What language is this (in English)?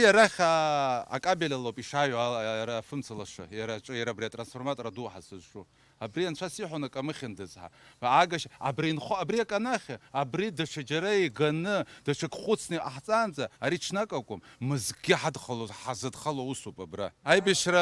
Abkhazian